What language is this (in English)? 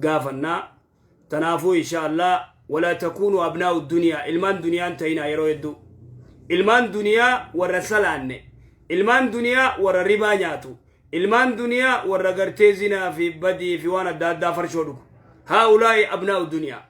Oromo